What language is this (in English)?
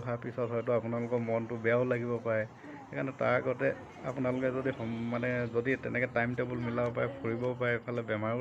Assamese